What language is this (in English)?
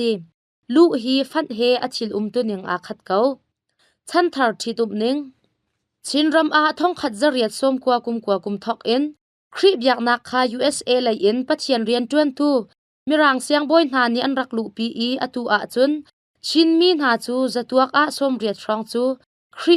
Hakha Chin